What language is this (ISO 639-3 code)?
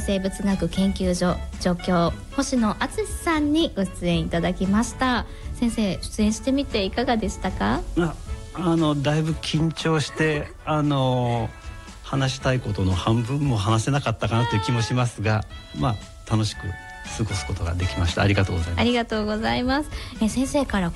jpn